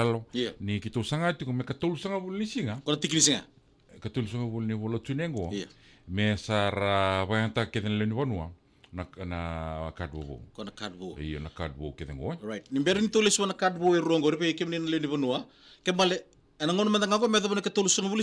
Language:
Fijian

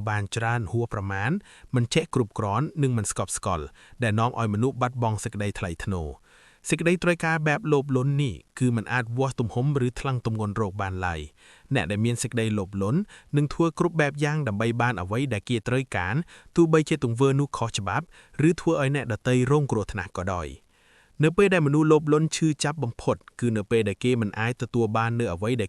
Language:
Khmer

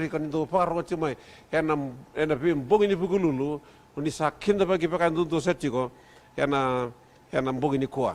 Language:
Fijian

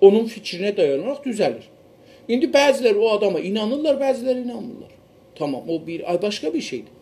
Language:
South Azerbaijani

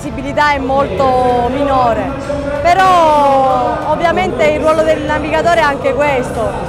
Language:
Italian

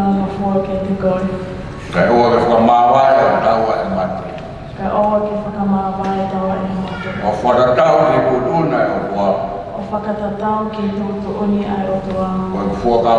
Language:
Tongan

